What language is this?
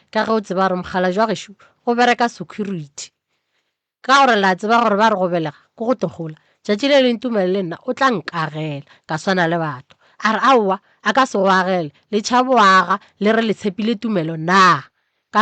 Northern Sotho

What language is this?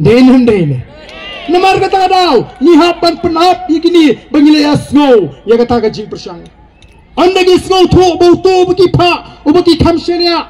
Khasi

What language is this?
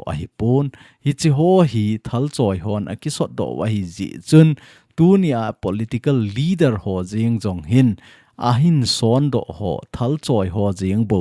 Thado Chin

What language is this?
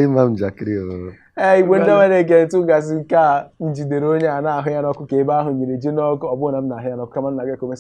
Igbo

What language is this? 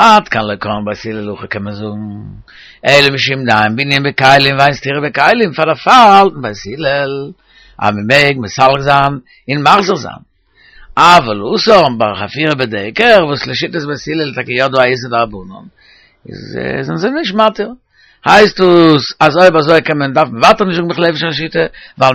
Yiddish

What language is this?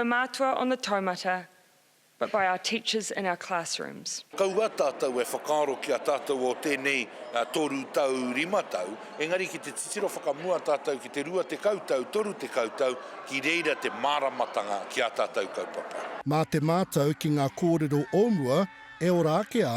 Māori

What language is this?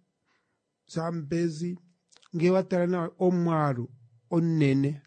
Kuanyama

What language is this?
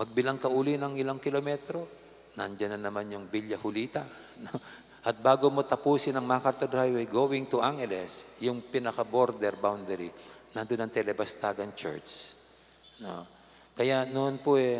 Pampanga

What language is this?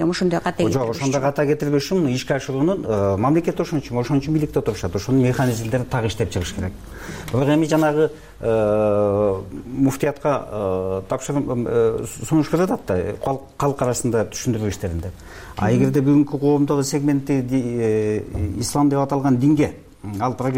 Kyrgyz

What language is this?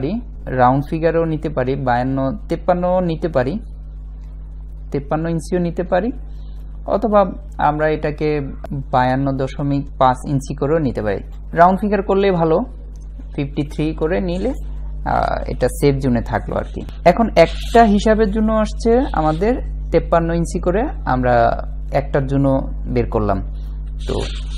Bangla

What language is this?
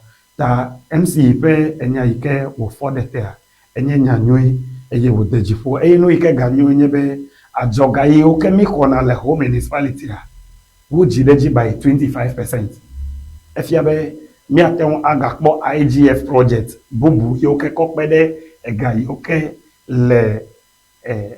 Ewe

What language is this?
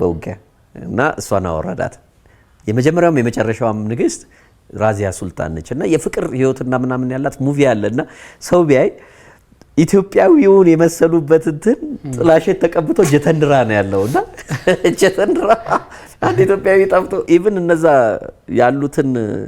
Amharic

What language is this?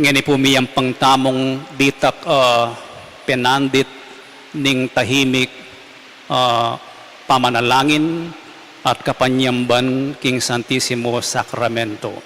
Pampanga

